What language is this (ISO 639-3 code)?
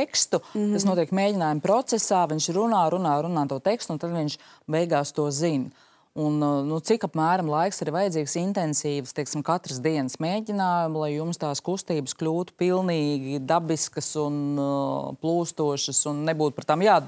lav